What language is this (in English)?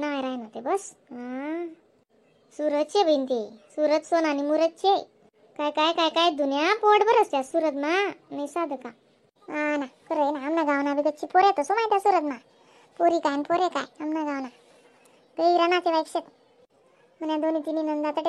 Khandesi